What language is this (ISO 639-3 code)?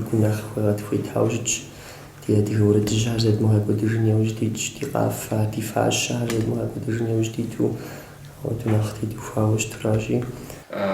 kbd